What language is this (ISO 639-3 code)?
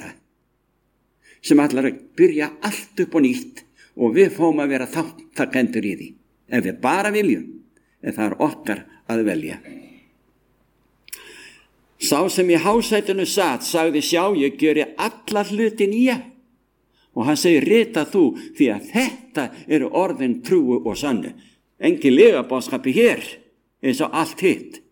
isl